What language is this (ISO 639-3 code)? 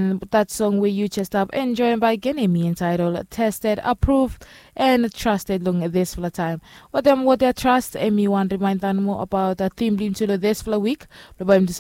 bis